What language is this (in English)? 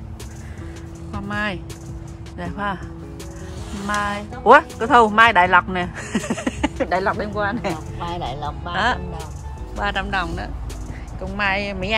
Vietnamese